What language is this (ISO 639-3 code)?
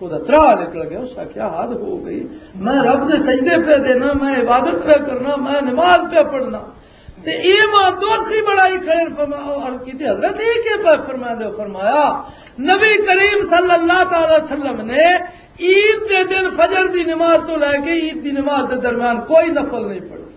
lah